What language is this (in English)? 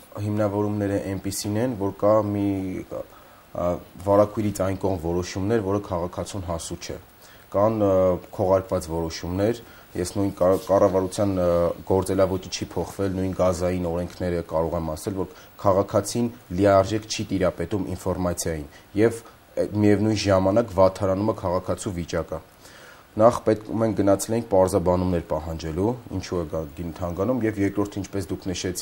Armenian